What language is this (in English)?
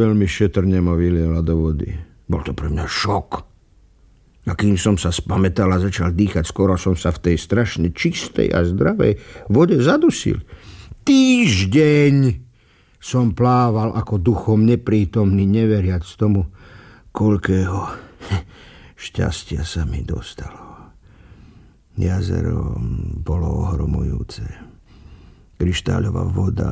Slovak